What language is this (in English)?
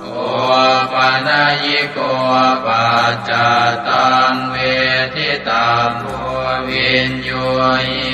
Pali